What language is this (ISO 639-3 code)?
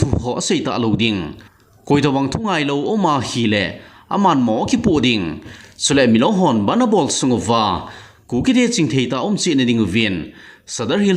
tcz